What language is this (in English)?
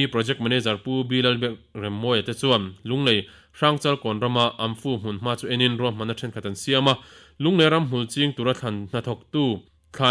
Mizo